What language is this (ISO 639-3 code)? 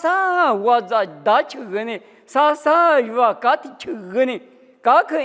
lis